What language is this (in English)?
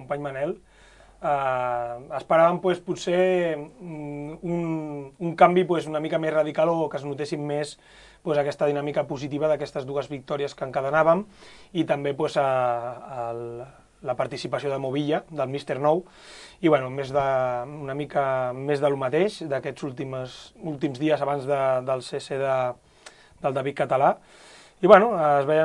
Catalan